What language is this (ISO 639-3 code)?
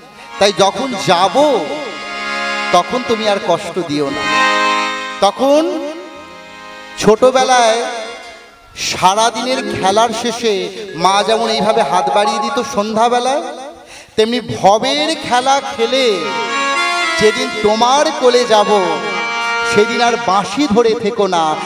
ben